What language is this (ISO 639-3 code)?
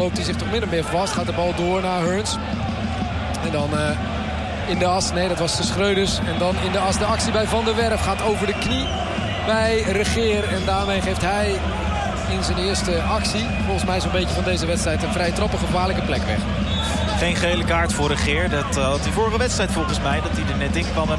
nld